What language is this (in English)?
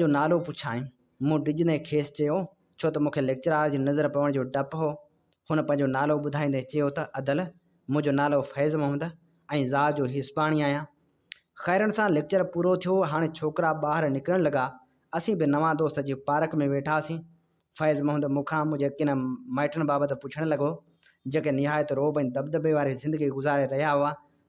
Sindhi